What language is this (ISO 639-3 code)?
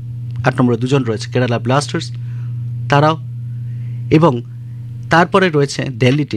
ben